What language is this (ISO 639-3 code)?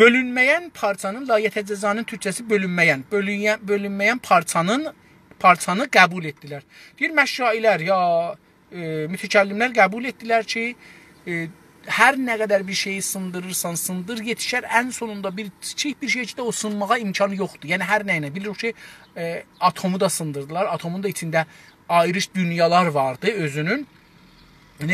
azb